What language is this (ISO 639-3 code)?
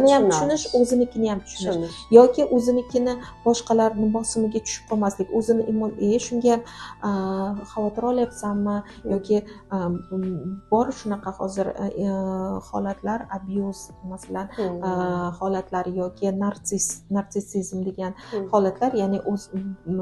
uzb